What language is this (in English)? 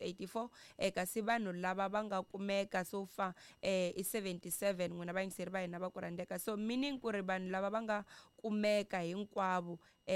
Tsonga